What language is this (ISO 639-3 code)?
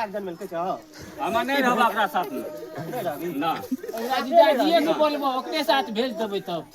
mai